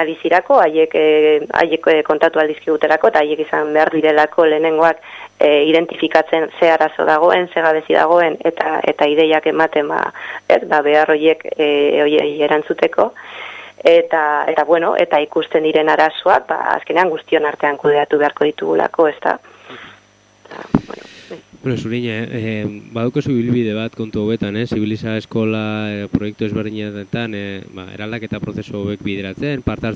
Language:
Basque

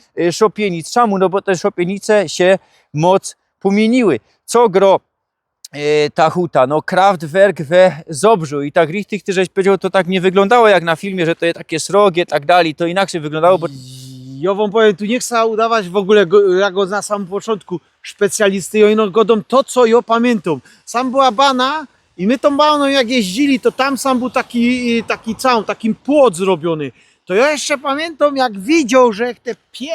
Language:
Silesian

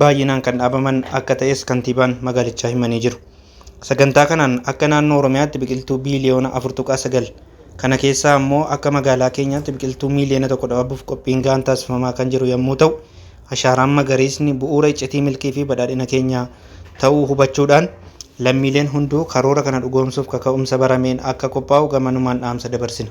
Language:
Oromo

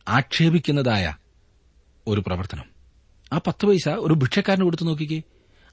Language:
Malayalam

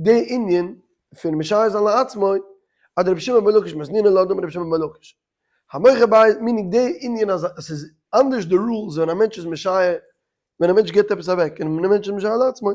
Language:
Yiddish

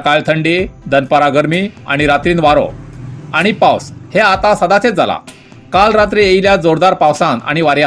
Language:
Konkani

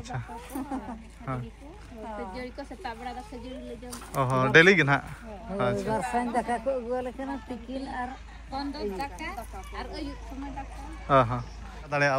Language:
Santali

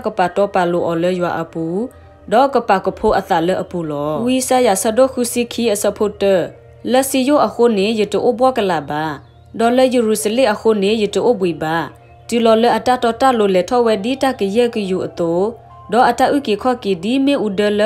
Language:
S'gaw Karen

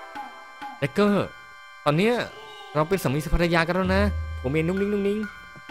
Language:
Thai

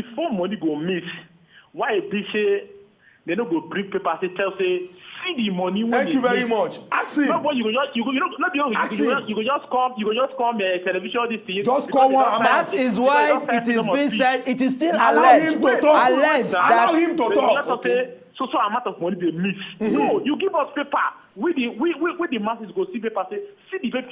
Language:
Nigerian Pidgin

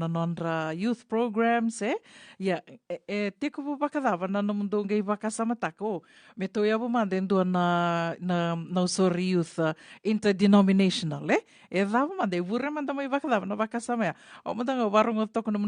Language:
Fijian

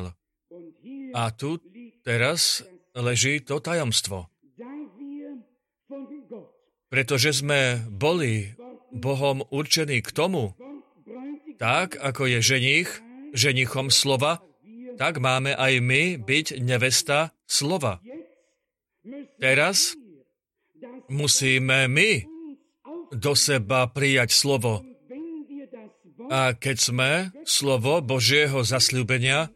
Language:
Slovak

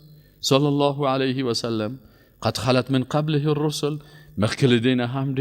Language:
Persian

